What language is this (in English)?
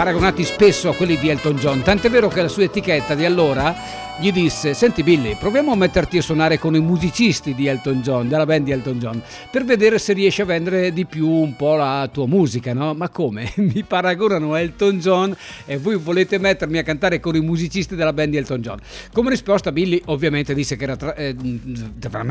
Italian